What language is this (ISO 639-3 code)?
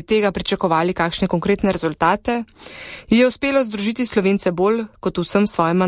slv